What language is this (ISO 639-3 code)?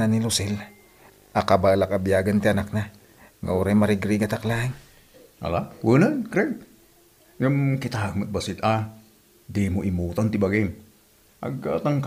ilo